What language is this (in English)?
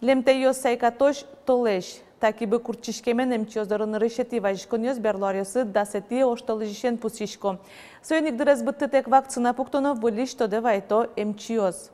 Udmurt